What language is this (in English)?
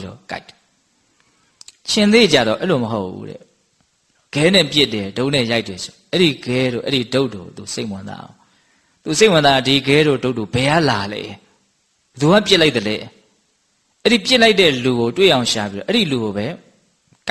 Burmese